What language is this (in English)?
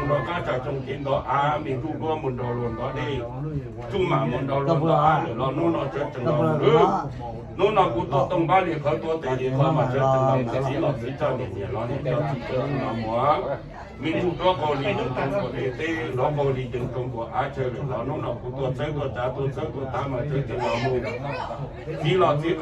Hmong